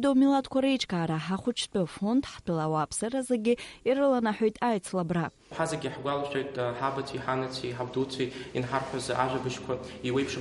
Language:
Abkhazian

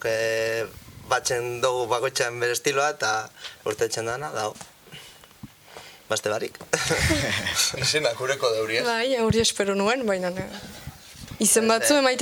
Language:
Basque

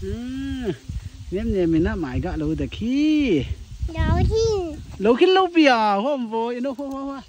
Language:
Paite Chin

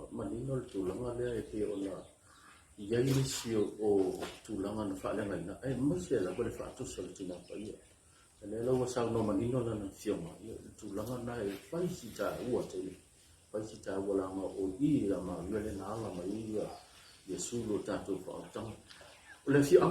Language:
Samoan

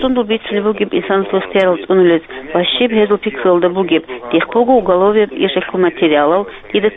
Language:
Avaric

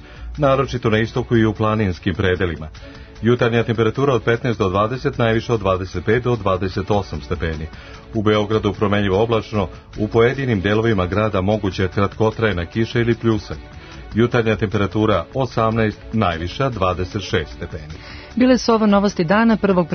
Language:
Serbian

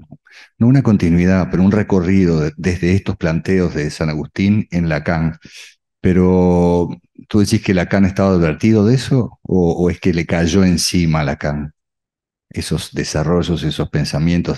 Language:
Spanish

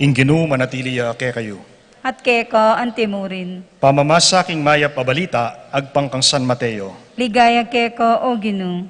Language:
Pampanga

